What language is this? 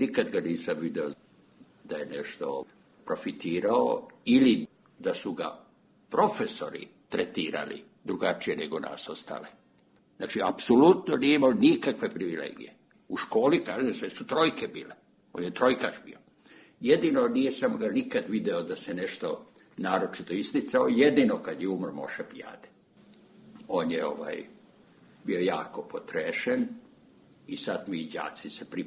Serbian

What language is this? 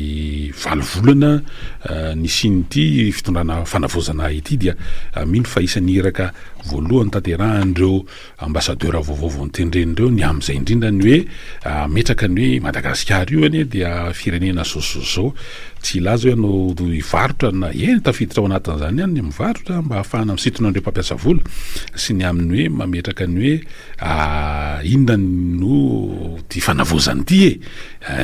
Malagasy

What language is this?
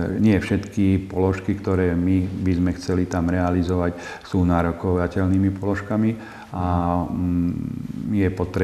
Slovak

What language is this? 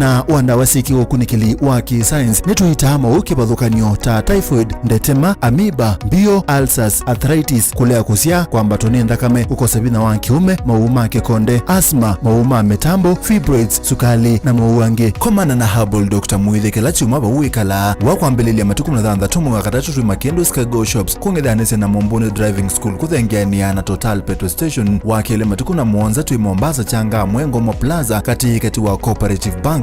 Kamba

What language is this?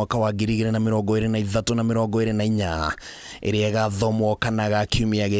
Kikuyu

